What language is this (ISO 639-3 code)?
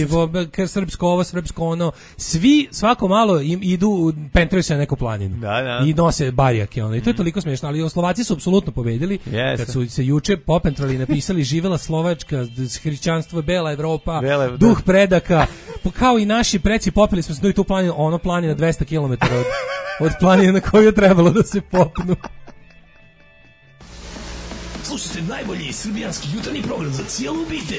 srp